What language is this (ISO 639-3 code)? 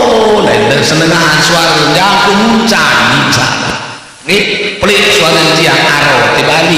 sas